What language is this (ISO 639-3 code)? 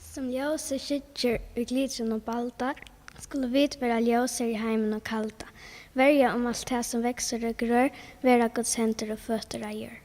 fao